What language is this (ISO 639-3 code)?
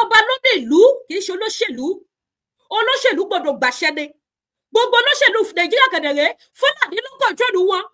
yor